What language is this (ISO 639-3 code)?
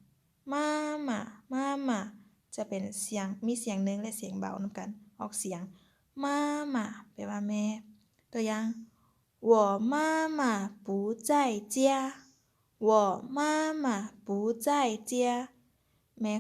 lao